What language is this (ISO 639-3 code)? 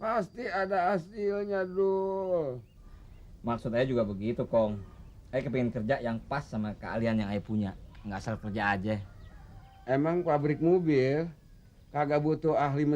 bew